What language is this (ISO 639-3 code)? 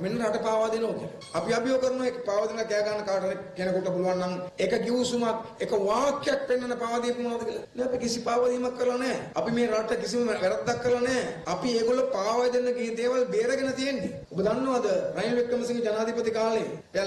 sin